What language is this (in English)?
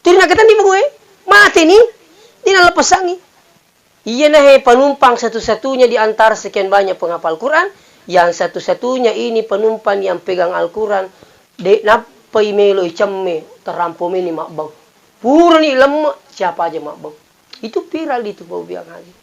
Buginese